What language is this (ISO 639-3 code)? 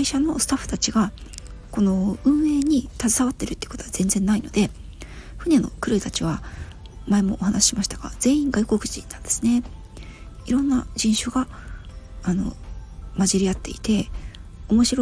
jpn